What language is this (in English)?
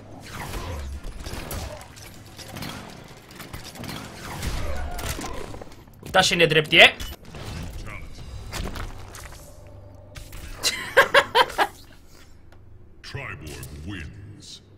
Romanian